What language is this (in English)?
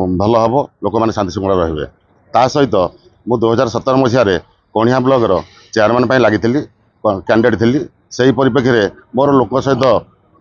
Odia